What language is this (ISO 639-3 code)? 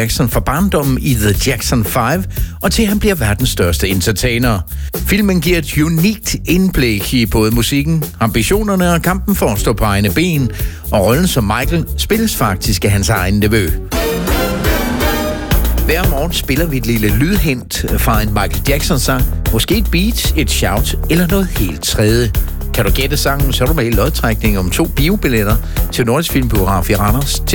dan